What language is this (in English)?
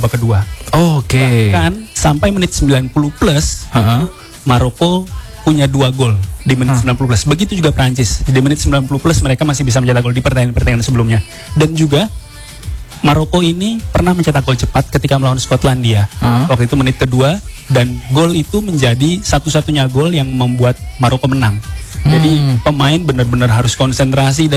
Indonesian